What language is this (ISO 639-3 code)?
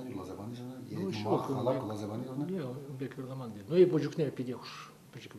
chv